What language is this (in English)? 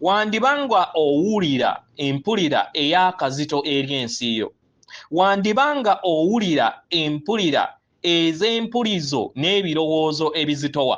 Ganda